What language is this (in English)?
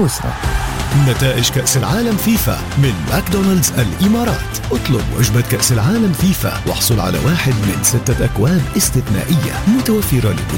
Arabic